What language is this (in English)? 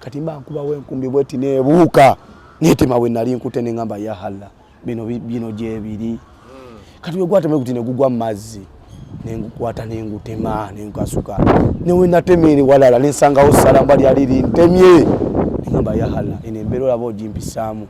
Ganda